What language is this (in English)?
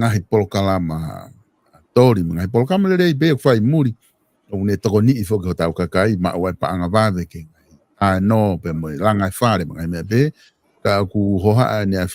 Tongan